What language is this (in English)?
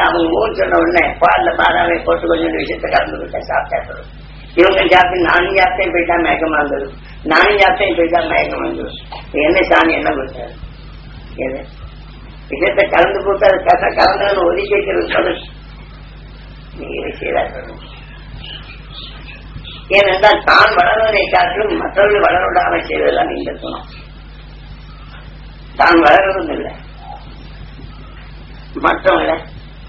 Tamil